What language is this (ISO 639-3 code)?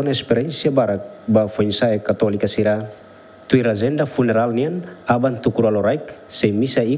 tet